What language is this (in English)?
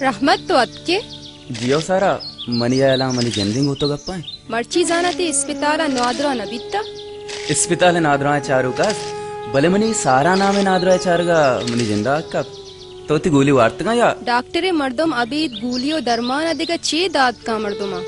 Baluchi